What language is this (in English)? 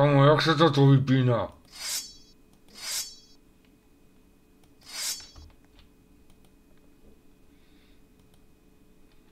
Slovak